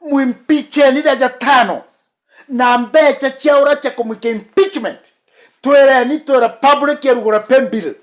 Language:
Meru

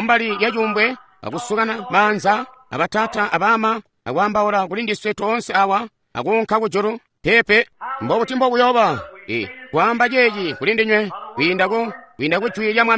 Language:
Tonga (Zambia)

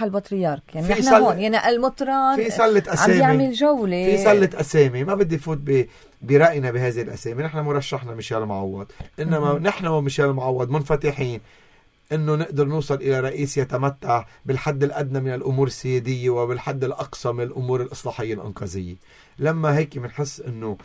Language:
North Levantine Arabic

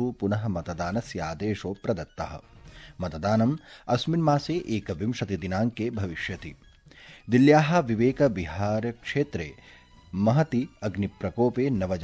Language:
Sanskrit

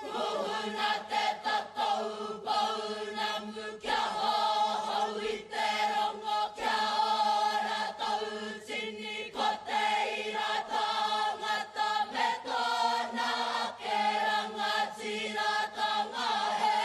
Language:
Māori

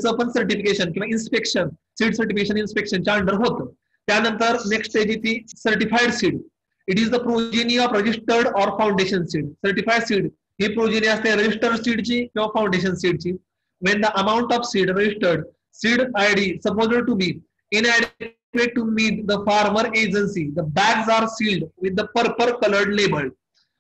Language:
Marathi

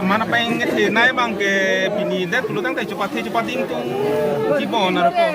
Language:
Karbi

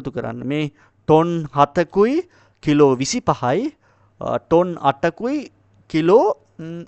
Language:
Sinhala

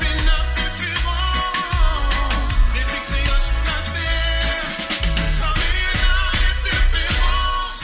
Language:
Morisyen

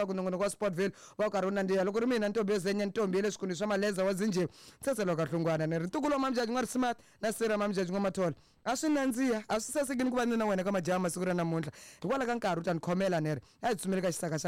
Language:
Tsonga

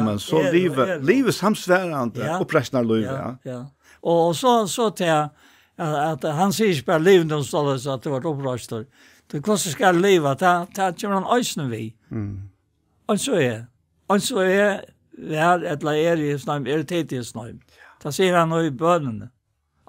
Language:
Faroese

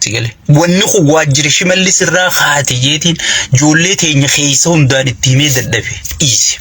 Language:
Oromo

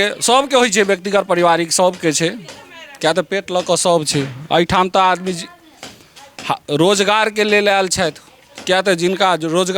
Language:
Maithili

